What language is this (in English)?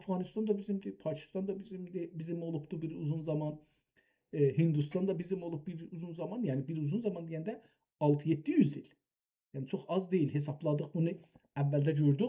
South Azerbaijani